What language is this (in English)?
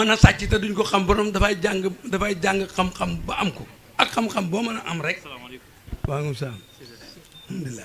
Wolof